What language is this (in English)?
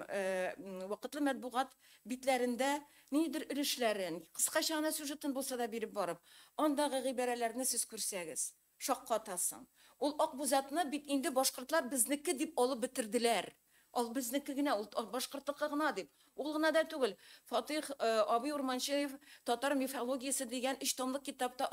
Tatar